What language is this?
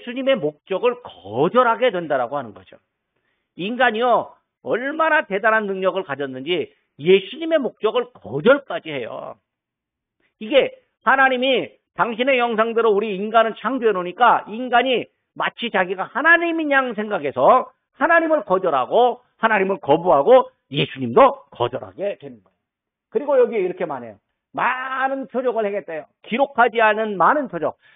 Korean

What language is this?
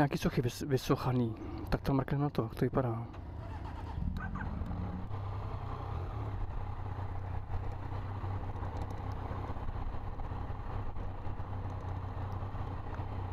Czech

